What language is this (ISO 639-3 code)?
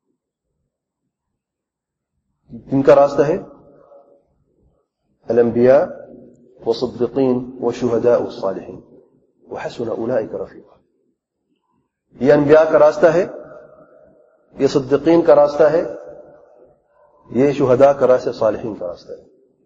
urd